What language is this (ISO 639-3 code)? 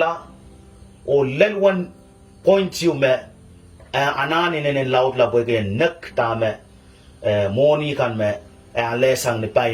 pon